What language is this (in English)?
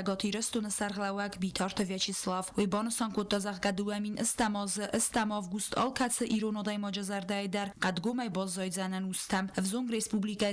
Ossetic